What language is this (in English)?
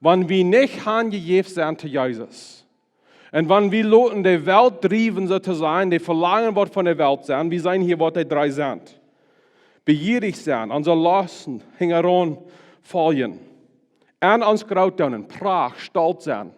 Plautdietsch